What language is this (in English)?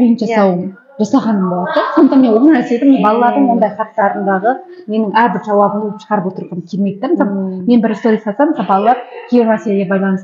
Kazakh